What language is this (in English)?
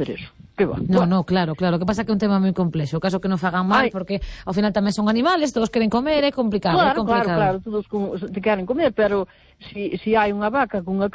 Galician